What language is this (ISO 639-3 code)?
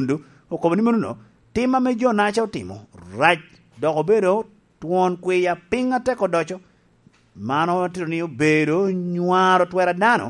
laj